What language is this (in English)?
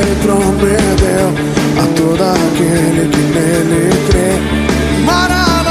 Portuguese